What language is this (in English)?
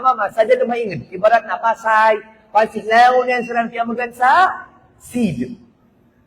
Maranao